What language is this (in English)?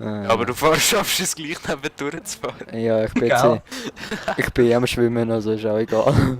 Swiss German